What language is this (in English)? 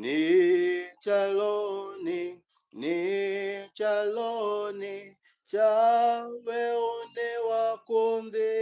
Kamba